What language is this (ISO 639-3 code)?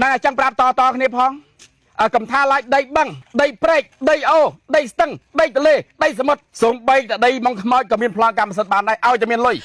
khm